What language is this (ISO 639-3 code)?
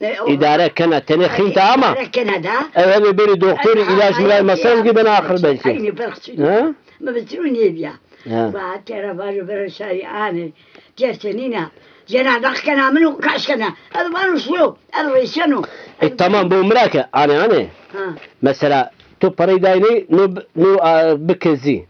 zza